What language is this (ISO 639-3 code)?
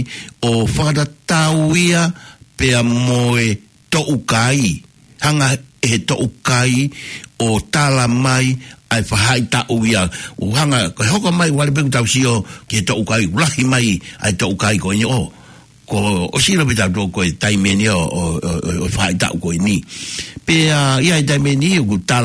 ton